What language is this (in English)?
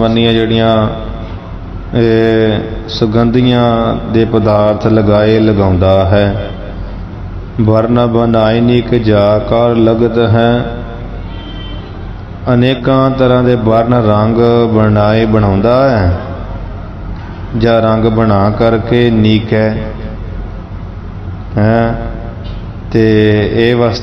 Punjabi